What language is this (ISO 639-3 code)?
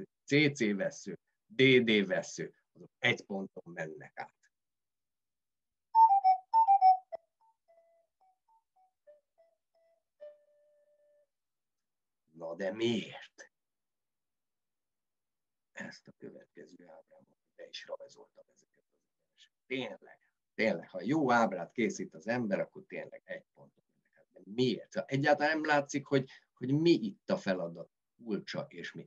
hun